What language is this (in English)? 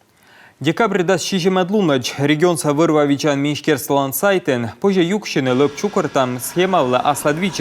Komi